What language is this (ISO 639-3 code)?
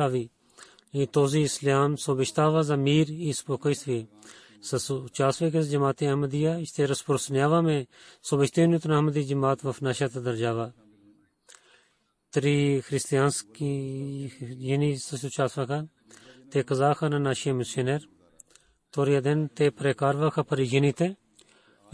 bul